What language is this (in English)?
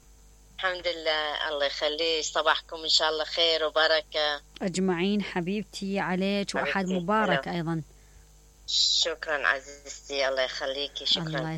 Mesopotamian Arabic